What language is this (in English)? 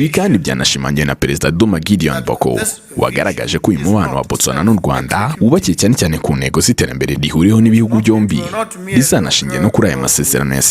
Kinyarwanda